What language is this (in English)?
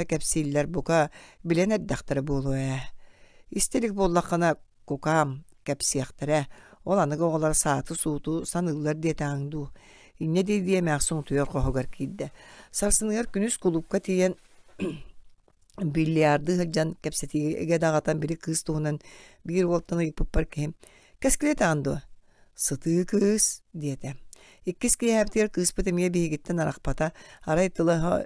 Yakut